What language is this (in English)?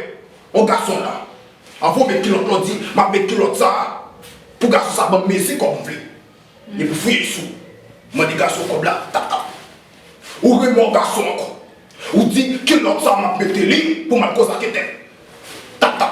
Haitian Creole